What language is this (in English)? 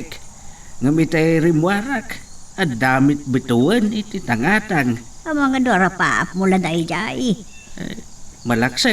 Iloko